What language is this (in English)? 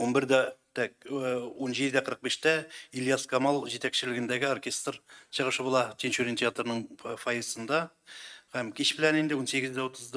Tatar